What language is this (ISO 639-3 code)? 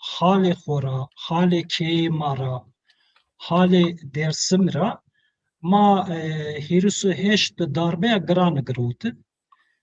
zza